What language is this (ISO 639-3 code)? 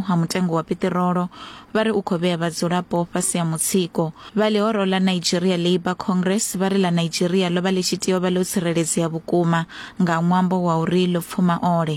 ven